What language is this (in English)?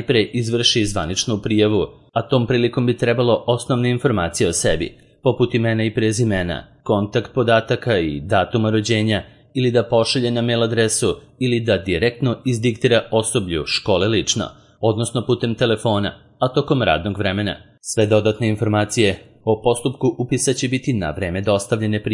Serbian